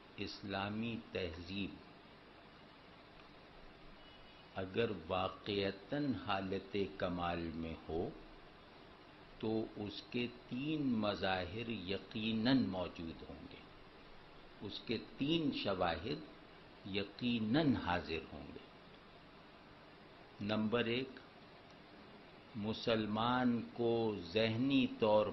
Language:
Urdu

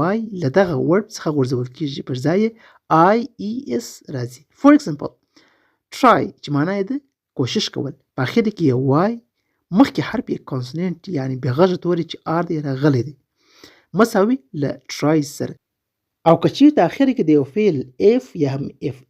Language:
Pashto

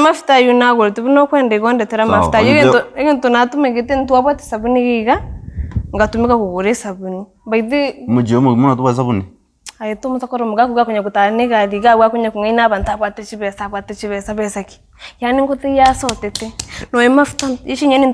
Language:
Gusii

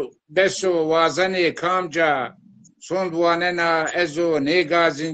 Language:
Zaza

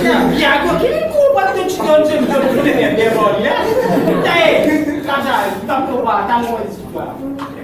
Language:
Morisyen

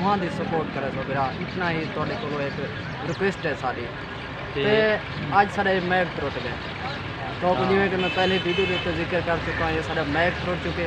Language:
Saraiki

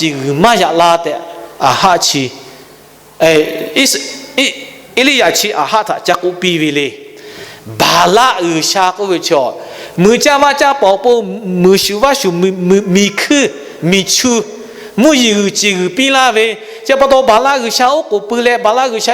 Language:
Lahu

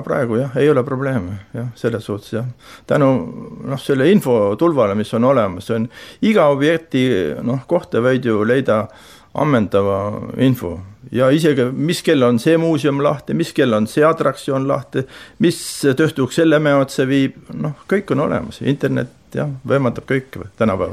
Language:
Estonian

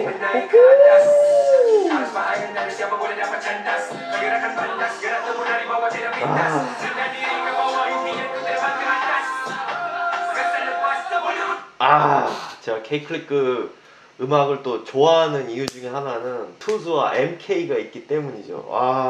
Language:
Korean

